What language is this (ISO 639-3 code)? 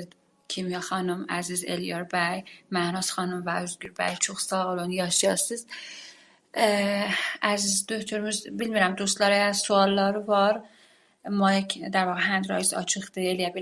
azb